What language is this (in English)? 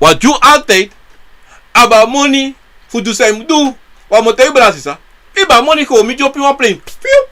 Sranan Tongo